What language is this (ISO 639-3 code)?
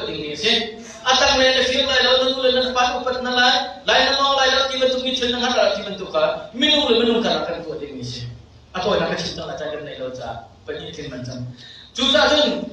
cnh